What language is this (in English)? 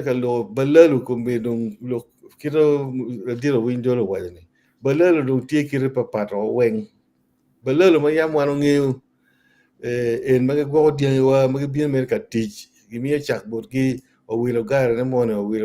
Acoli